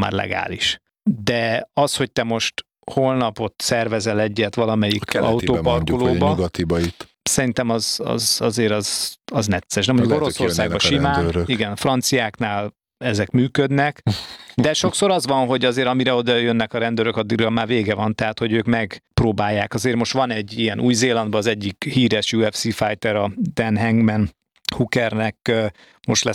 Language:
Hungarian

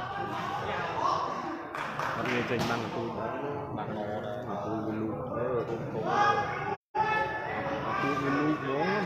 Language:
Vietnamese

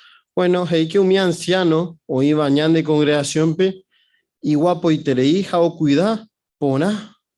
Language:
Guarani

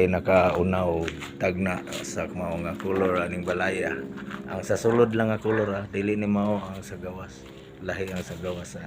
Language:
Cebuano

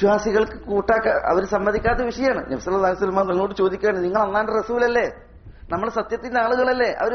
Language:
Malayalam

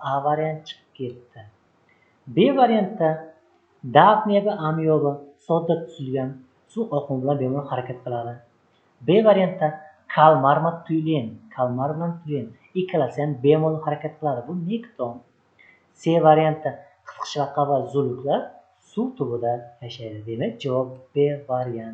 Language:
Uzbek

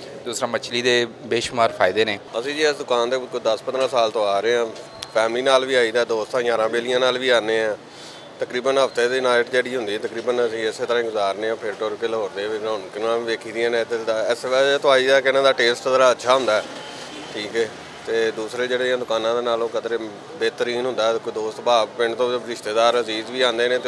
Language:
Western Panjabi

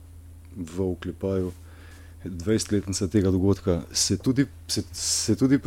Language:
Slovenian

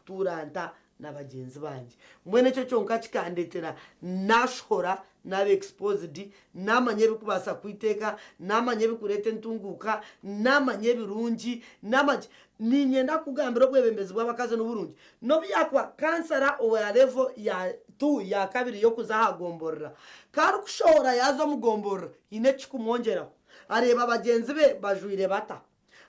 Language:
Nyankole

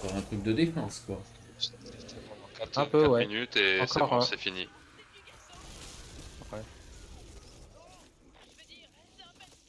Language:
French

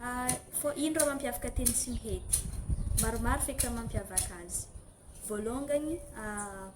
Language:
Malagasy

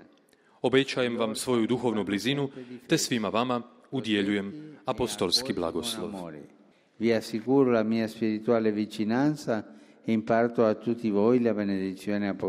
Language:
Croatian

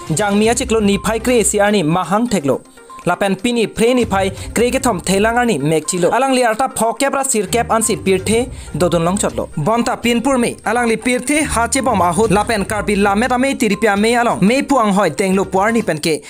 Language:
Karbi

